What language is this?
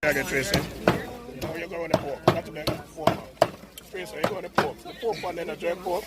Jamaican Creole English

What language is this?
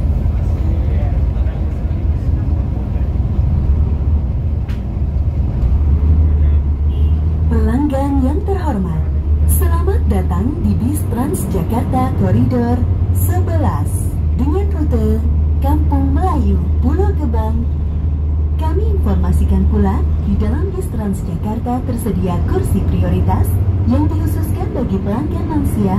Indonesian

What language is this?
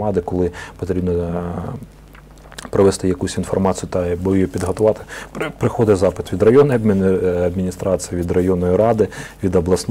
Ukrainian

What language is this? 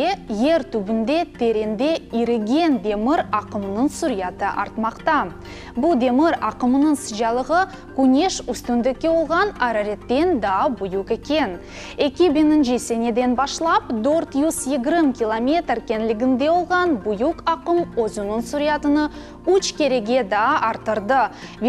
Crimean Tatar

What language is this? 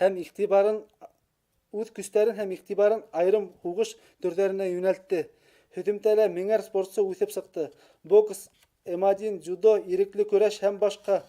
Bashkir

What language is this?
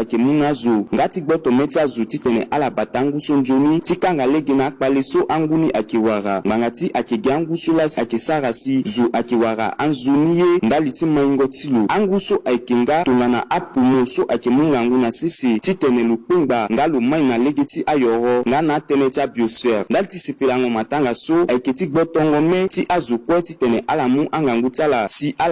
Sango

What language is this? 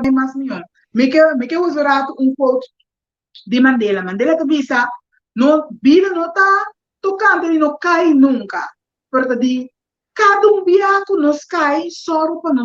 Papiamento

